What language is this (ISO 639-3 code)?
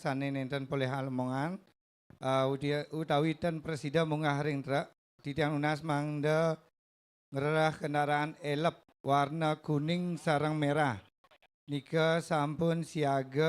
ban